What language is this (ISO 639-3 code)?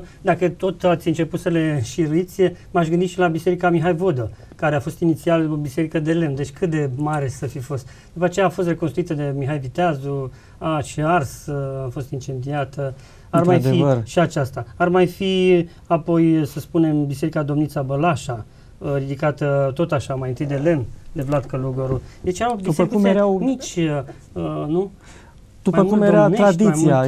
ron